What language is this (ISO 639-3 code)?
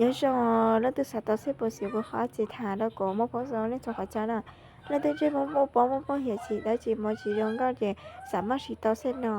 hmn